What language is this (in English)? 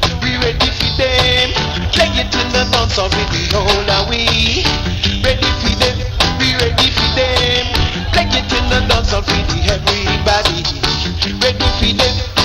Jamaican Creole English